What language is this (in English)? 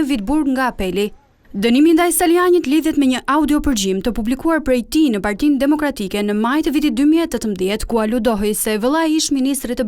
Albanian